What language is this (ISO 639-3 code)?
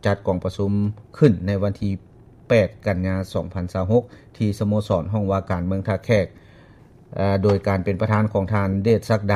lao